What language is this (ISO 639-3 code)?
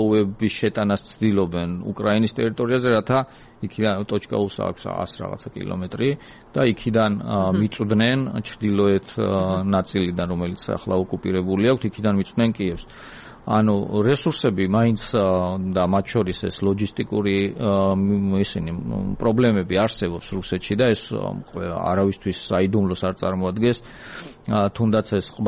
kat